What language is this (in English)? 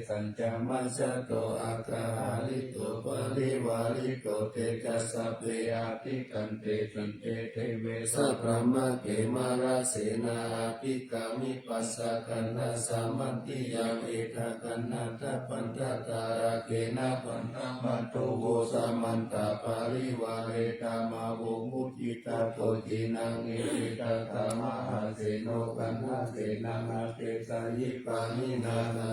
Pali